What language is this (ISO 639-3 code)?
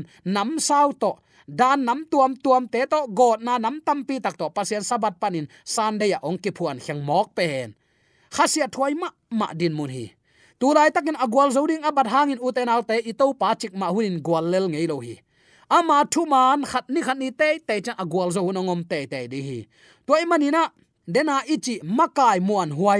ctd